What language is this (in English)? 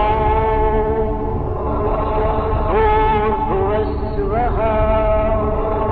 Sanskrit